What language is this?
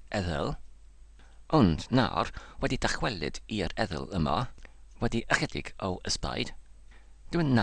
Welsh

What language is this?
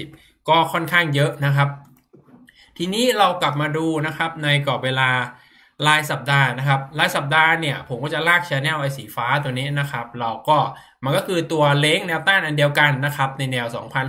Thai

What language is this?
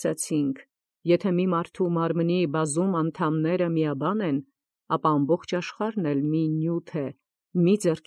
Armenian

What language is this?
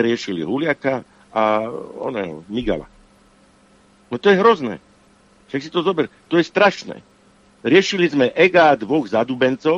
Slovak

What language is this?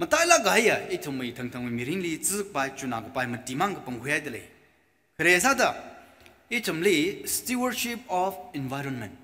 Tangkhul Naga (India)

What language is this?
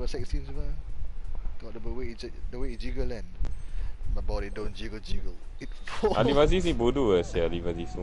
Malay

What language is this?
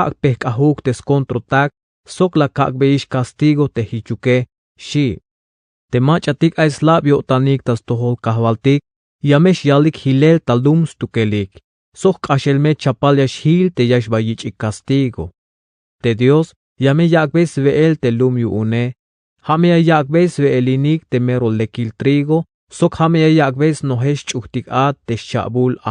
Tzeltal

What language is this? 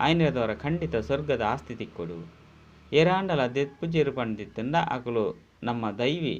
Tulu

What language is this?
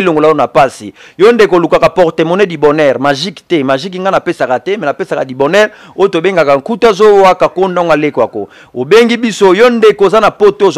Lingala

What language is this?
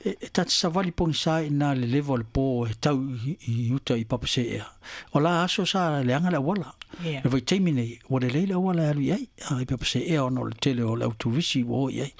Samoan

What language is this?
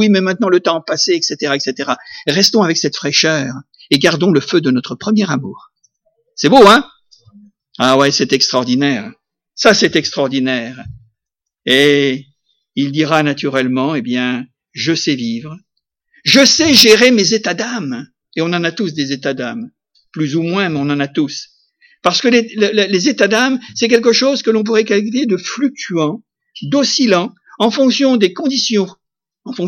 French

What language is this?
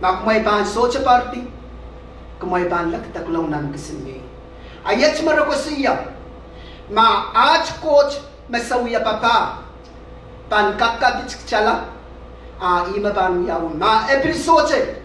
Pohnpeian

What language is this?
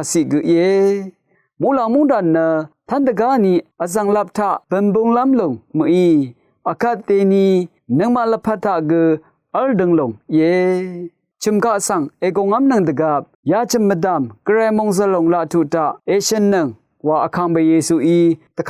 Rawang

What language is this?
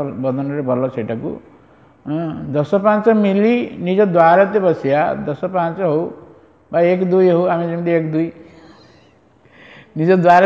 Odia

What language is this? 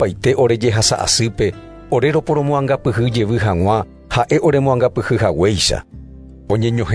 Guarani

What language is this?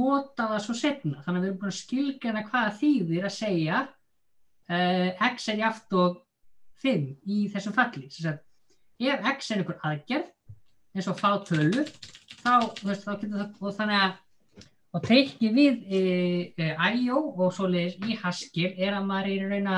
Icelandic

